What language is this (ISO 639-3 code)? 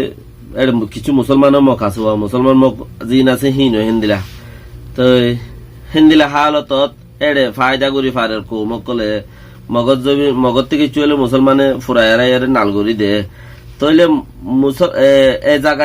rhg